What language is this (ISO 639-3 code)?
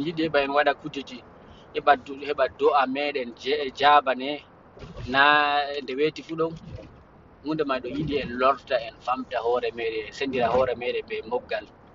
ful